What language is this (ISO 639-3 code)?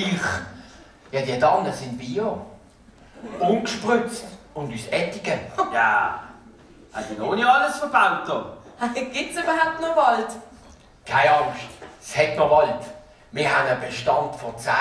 gsw